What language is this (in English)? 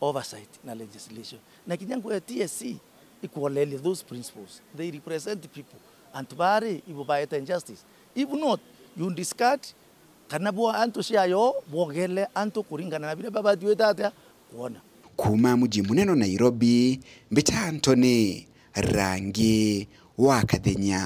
Meru